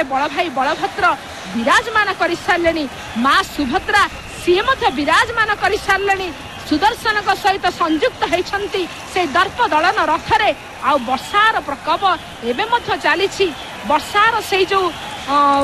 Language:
Odia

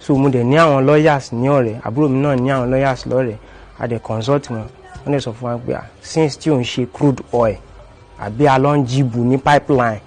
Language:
Yoruba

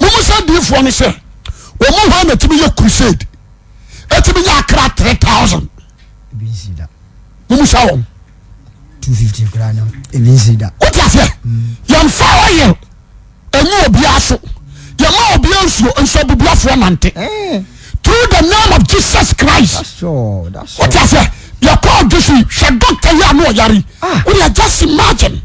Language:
Akan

